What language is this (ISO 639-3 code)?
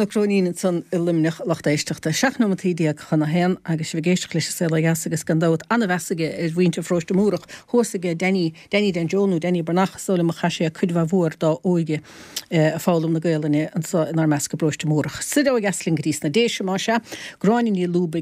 gle